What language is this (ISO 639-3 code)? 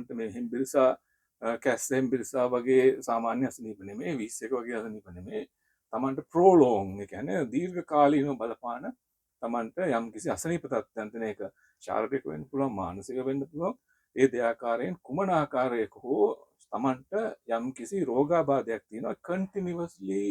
sin